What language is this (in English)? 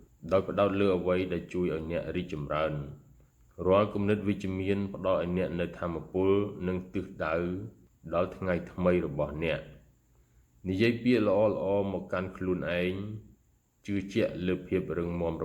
Khmer